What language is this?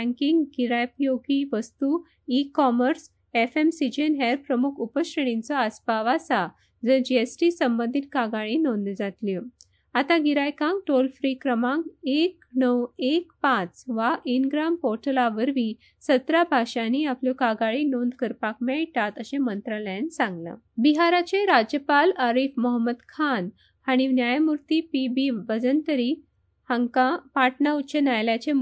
Konkani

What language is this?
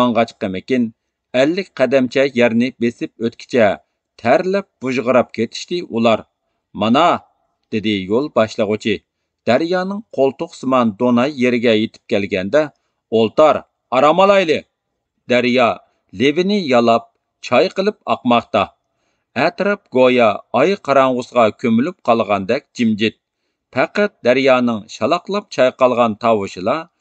Uyghur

